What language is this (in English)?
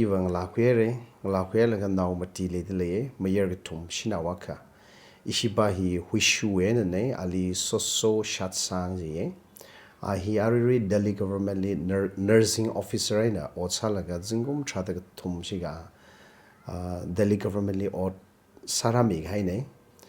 Tangkhul Naga (India)